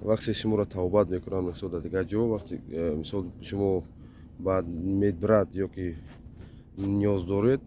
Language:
Tajik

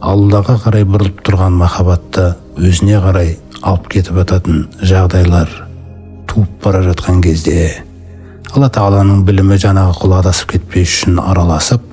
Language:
Kazakh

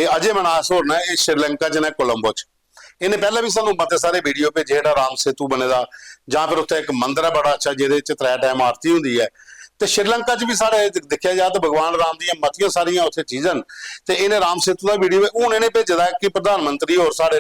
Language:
Dogri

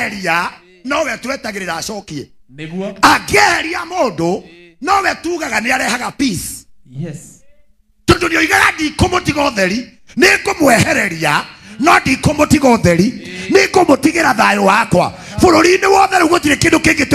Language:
Kikuyu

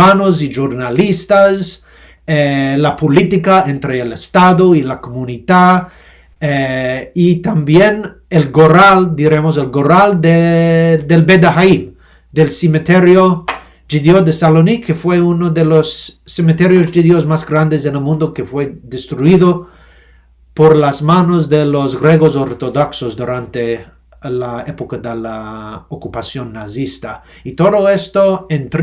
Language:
Ladino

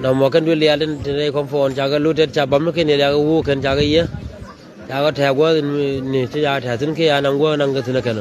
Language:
Nuer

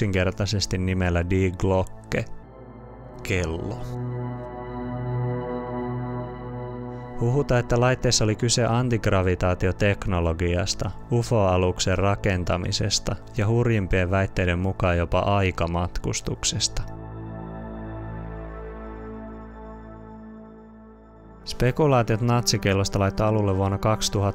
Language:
Finnish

